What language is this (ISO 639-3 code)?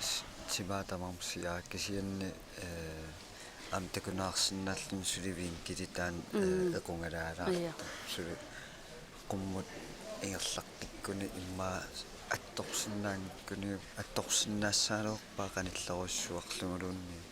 kal